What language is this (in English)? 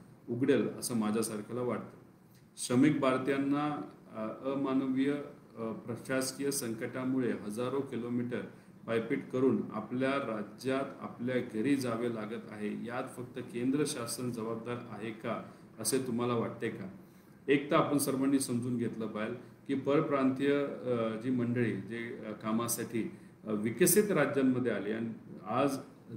Marathi